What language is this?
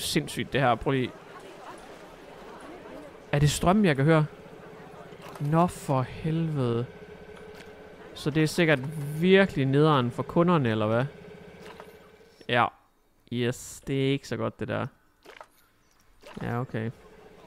Danish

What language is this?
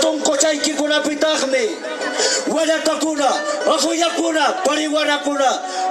Quechua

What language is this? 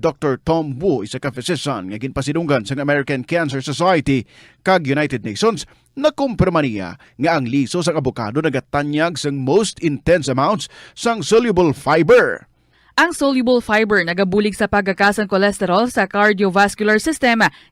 Hiligaynon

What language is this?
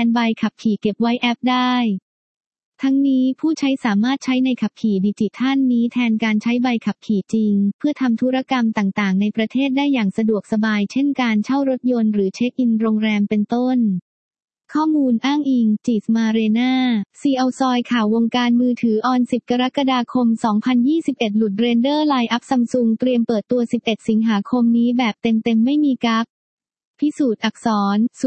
Thai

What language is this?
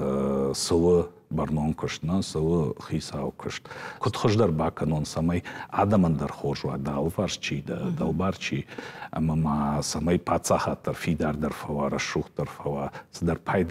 Ossetic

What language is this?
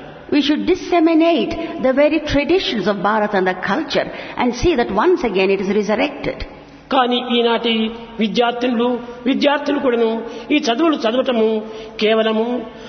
Telugu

